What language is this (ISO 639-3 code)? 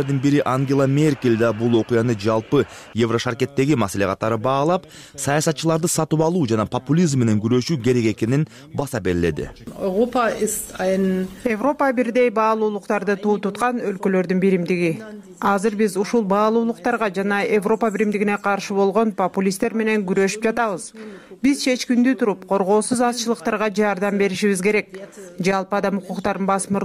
kir